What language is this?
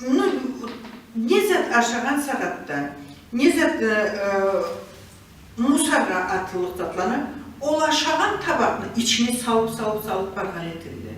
Karachay-Balkar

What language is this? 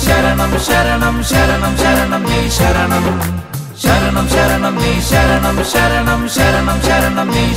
Malayalam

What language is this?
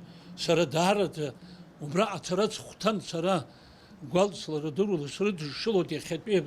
Abkhazian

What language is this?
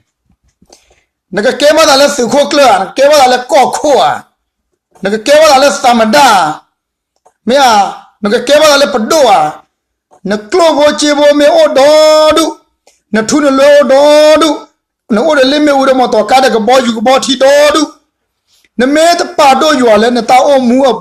S'gaw Karen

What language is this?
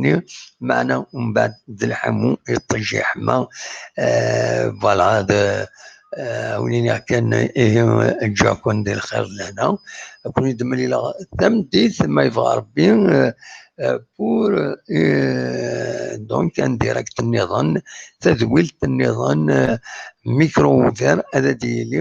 Kabyle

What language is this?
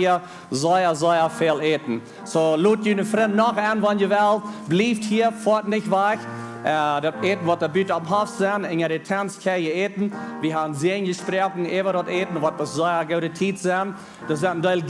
Plautdietsch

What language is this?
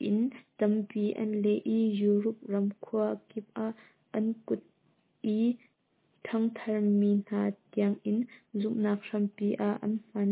Hakha Chin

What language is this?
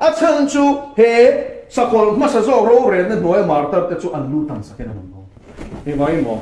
Mizo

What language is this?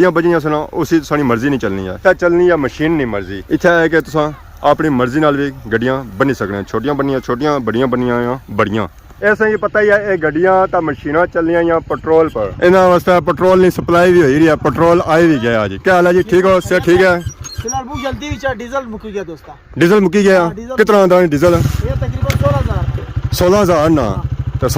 Pahari-Potwari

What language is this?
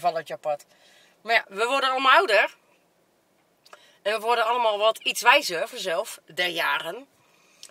Dutch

